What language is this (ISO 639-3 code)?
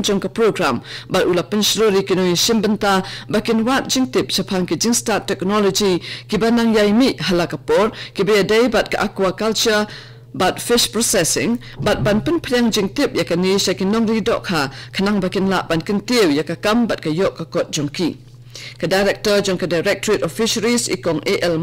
kha